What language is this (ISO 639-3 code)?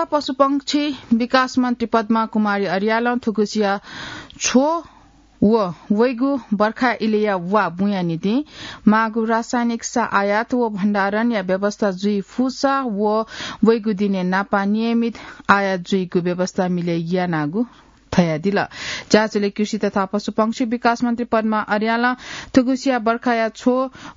new